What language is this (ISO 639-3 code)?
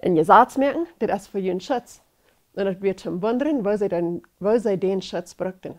pdt